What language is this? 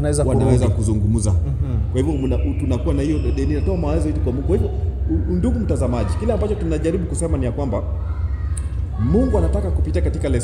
Swahili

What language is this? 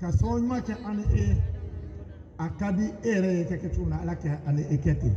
Bambara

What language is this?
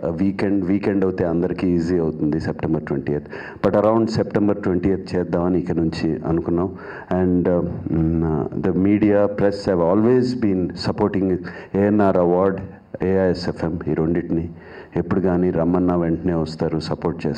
Telugu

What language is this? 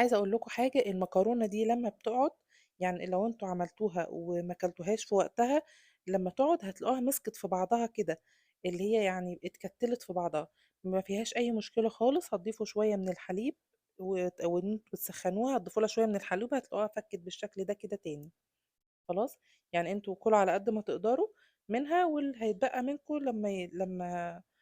Egyptian Arabic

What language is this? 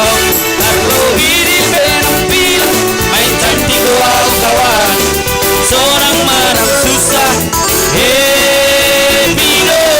Batak Simalungun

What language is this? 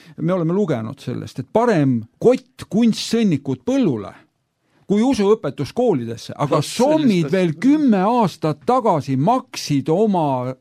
Estonian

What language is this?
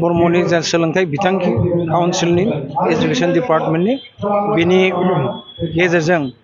Bodo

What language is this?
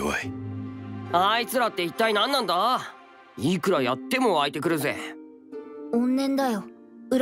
Japanese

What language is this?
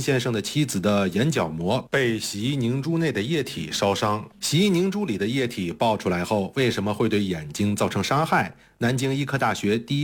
Chinese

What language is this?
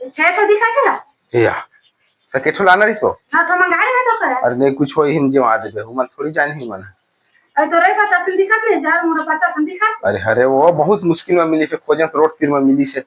Chhattisgarhi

